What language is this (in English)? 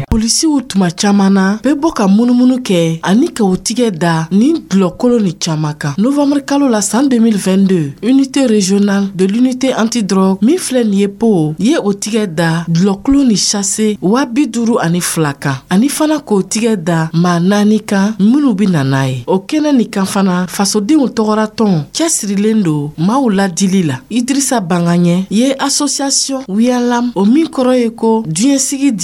Dyula